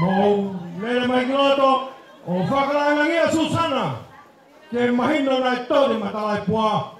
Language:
Tongan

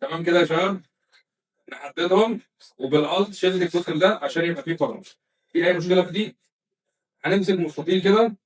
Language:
Egyptian Arabic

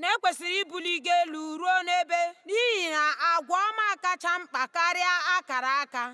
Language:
Igbo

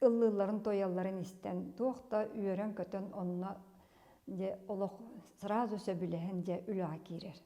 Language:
Yakut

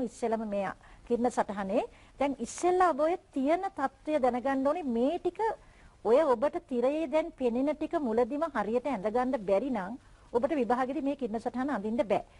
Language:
Sinhala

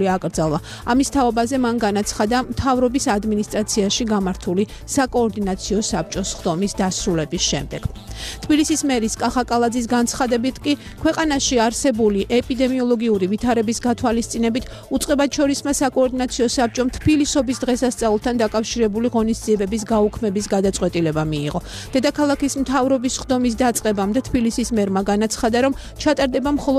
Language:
Georgian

